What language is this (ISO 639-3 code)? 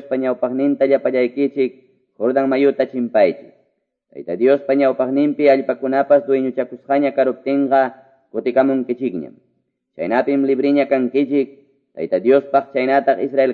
que